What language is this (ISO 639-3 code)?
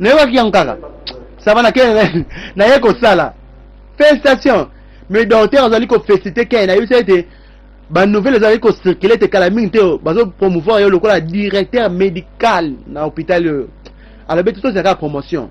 lin